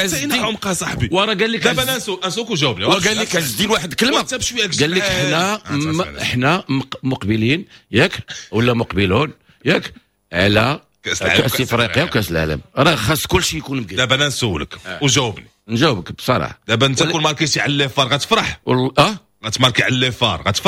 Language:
Moroccan Arabic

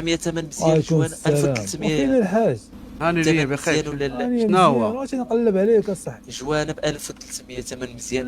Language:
Moroccan Arabic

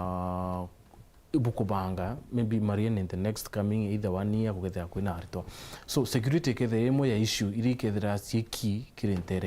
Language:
Meru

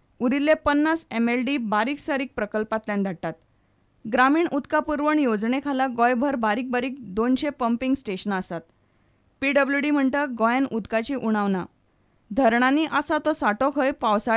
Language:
Konkani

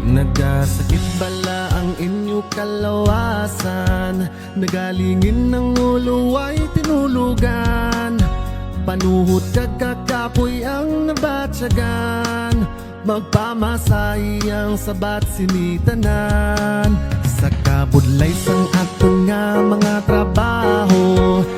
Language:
Hiligaynon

